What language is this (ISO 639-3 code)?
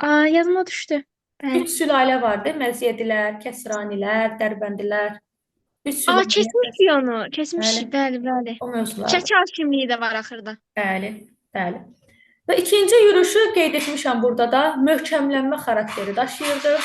aze